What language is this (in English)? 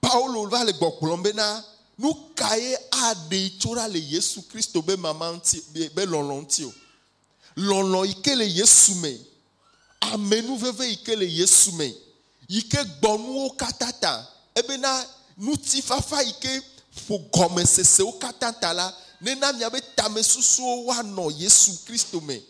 Ewe